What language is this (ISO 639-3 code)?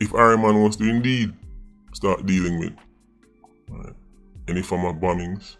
jam